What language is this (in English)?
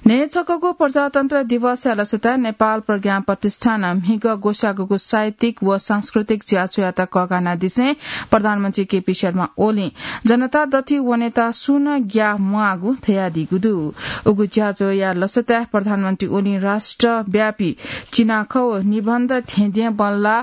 Newari